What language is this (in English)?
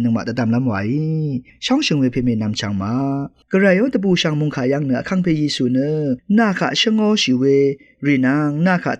Rawang